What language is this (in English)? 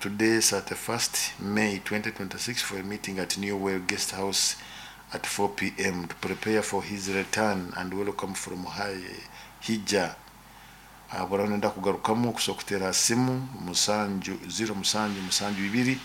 Nyoro